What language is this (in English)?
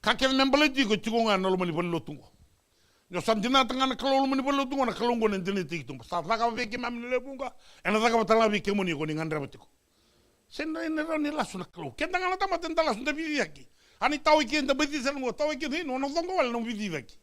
Fijian